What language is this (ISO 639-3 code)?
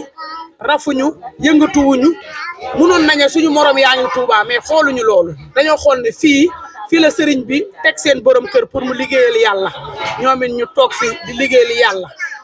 wol